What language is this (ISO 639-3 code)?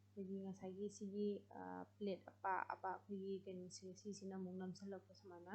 mni